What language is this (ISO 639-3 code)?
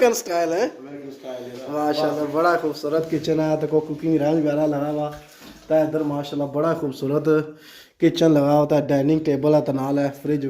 phr